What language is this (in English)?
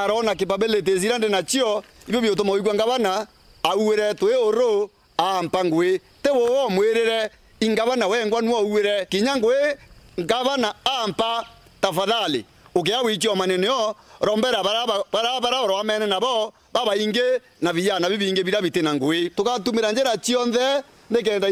Meru